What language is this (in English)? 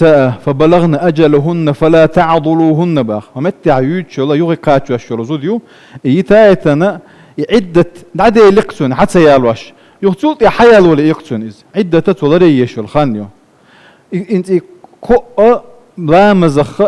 Chechen